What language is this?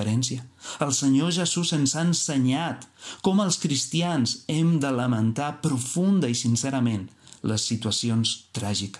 Catalan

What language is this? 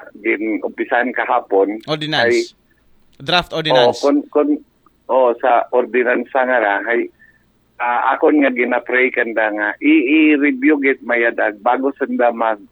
Aklanon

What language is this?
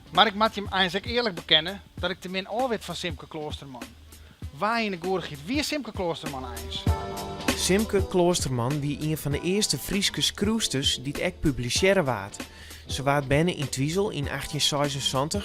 Western Frisian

